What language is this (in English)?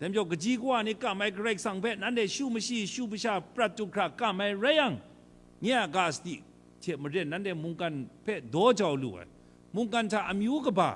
Kachin